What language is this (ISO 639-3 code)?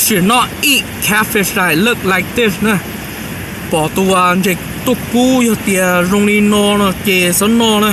hmn